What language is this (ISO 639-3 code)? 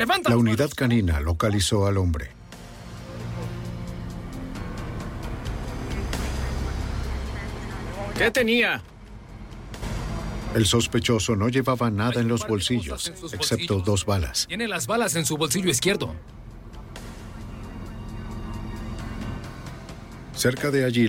spa